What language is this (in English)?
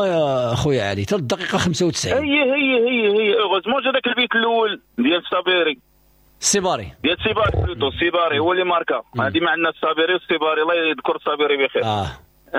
Moroccan Arabic